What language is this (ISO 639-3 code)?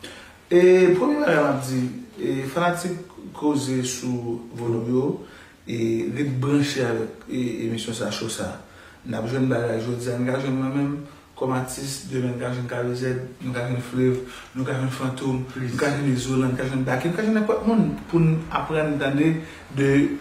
hat